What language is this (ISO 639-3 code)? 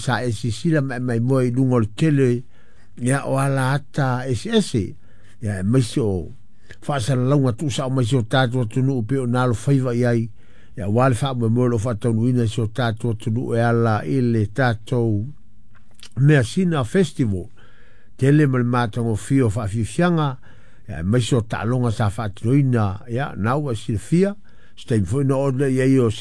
smo